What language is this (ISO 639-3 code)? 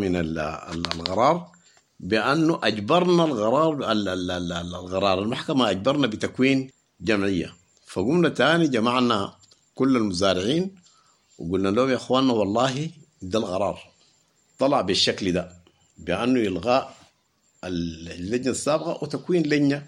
apd